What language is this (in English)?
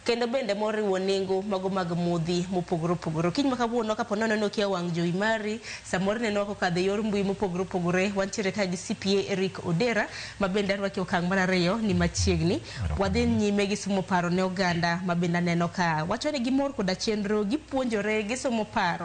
Luo (Kenya and Tanzania)